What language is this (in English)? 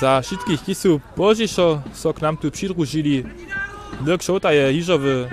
Upper Sorbian